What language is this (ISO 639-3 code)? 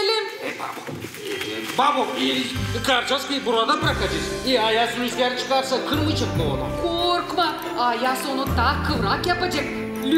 gag